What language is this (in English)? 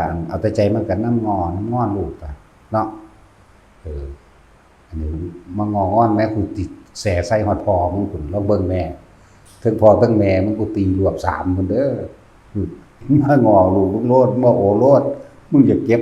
Northeastern Thai